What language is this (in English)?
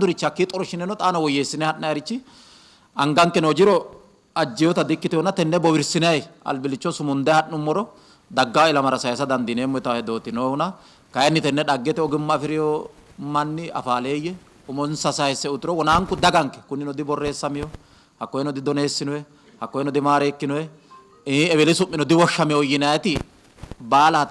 Sidamo